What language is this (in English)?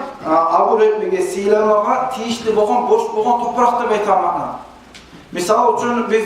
Kumyk